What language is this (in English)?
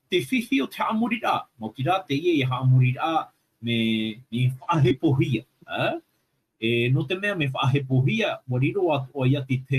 Tahitian